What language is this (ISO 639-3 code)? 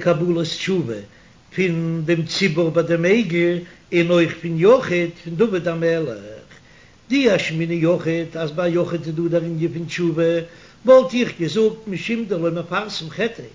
yid